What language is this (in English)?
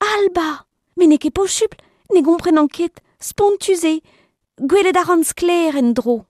Breton